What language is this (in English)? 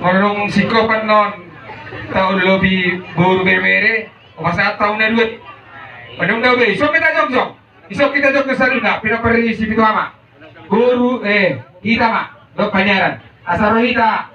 Batak Toba